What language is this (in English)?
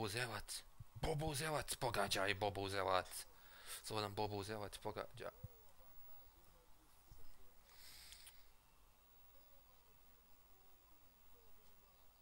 Bosnian